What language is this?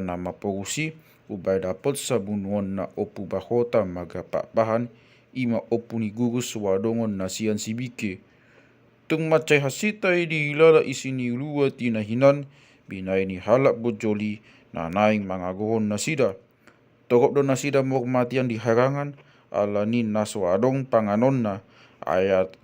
Batak Toba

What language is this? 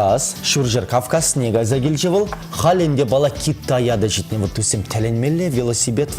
Chuvash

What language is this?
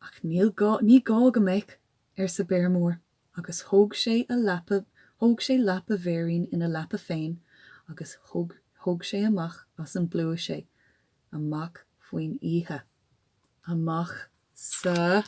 Irish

